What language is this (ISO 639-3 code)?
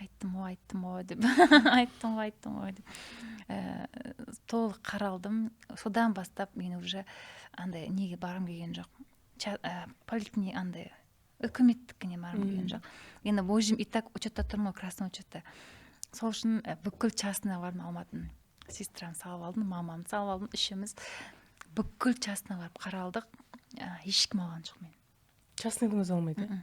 kaz